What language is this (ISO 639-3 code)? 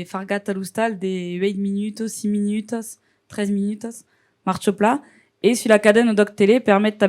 oci